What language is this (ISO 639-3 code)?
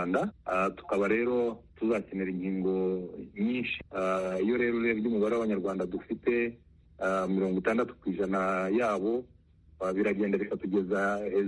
kin